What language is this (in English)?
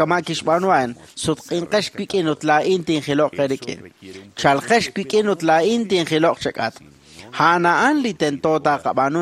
Kekchí